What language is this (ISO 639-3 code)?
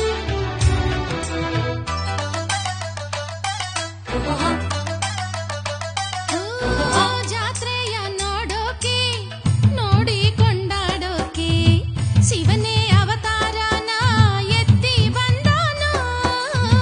kan